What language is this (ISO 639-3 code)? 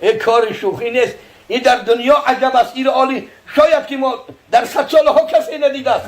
tgk